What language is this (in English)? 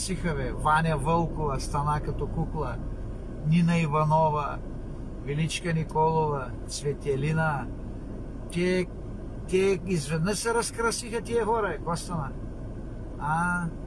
Bulgarian